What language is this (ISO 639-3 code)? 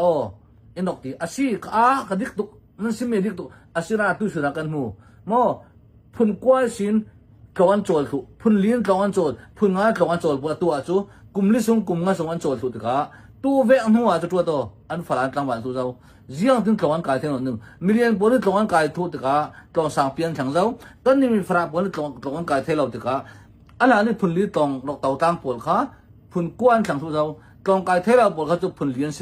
cnh